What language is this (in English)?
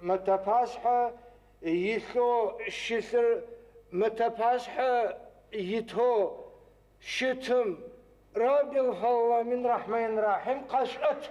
Adyghe